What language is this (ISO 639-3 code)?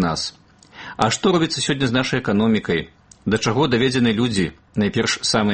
bel